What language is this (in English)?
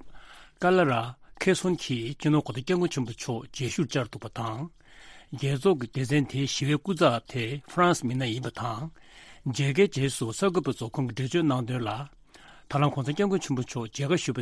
Tibetan